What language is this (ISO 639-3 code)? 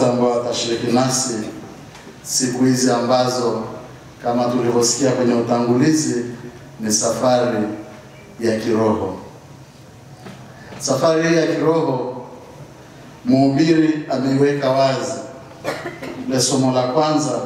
swa